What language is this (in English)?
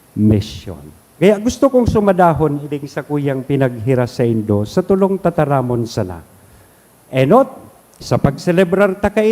Bikol